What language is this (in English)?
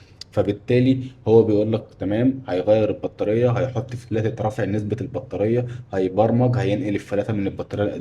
Egyptian Arabic